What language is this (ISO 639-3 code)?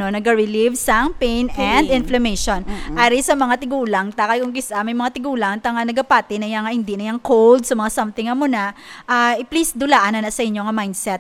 hil